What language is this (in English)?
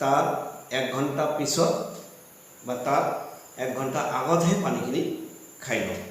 Assamese